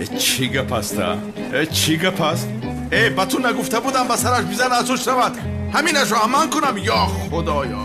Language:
Tajik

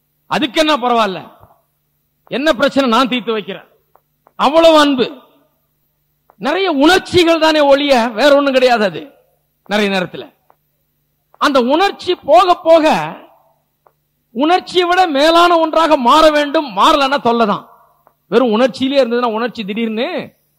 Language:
Tamil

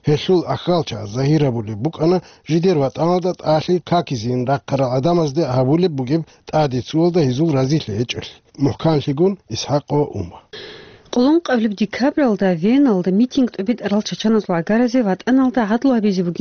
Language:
Avaric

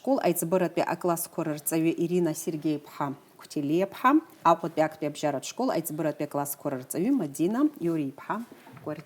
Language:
Abkhazian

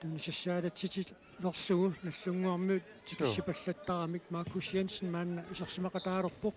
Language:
Kalaallisut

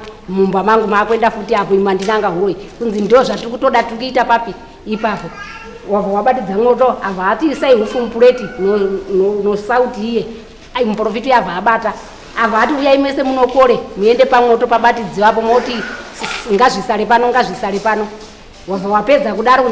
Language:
Shona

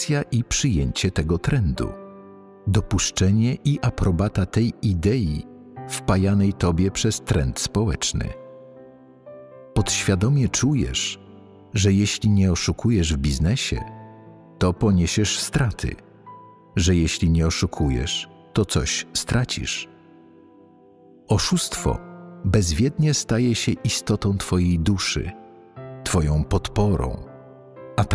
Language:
Polish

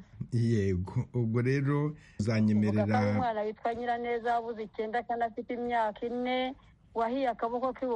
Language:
Kinyarwanda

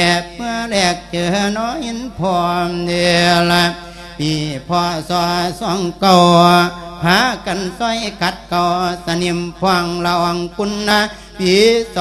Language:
Lao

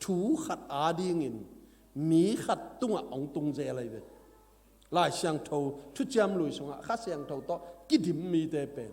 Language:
Tedim Chin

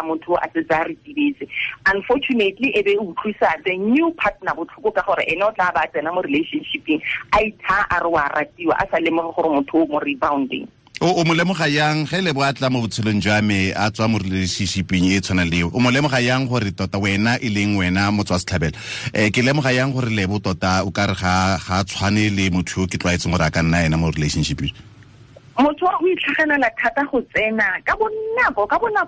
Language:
Tswana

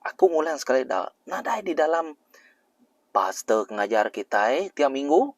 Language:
Iban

